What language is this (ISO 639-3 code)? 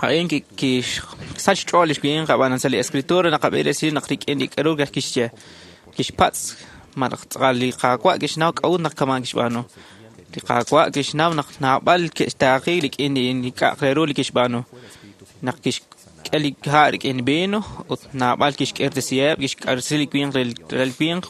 kek